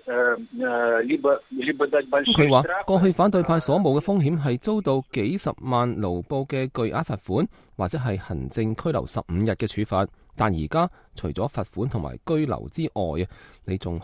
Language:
Cantonese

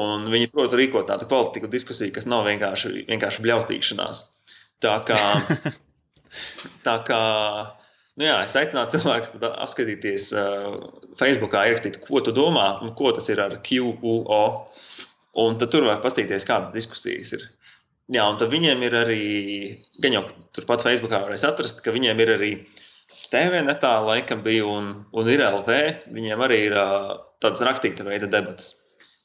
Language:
Latvian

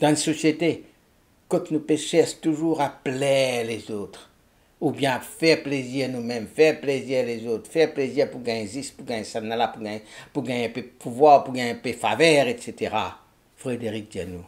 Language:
Morisyen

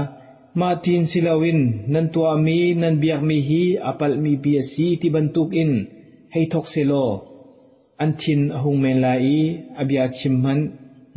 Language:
Hakha Chin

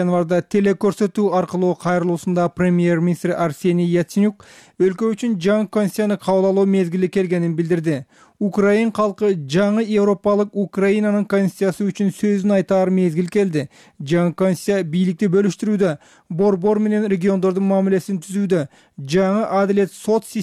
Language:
Kyrgyz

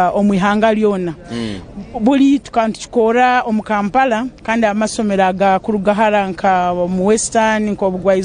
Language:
Nyankole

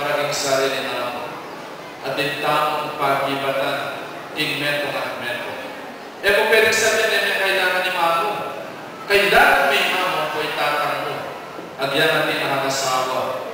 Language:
Pampanga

